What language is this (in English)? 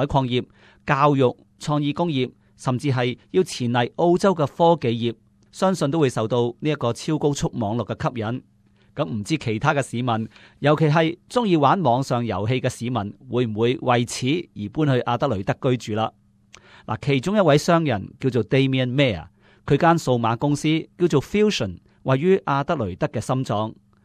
Cantonese